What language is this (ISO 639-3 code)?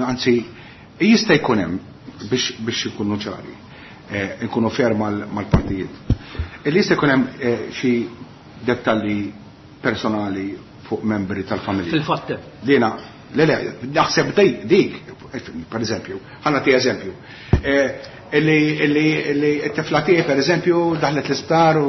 mlt